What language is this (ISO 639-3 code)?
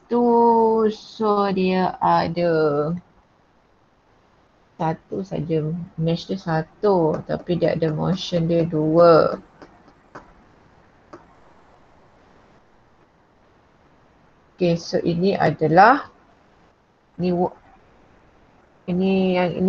msa